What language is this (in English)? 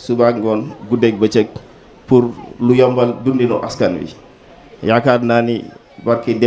Wolof